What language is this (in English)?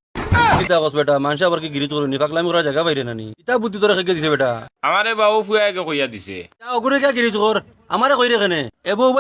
Sylheti